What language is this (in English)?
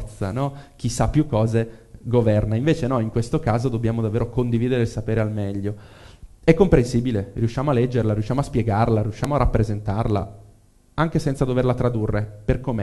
Italian